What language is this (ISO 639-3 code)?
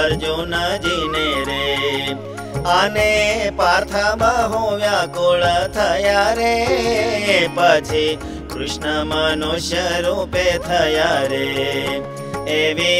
guj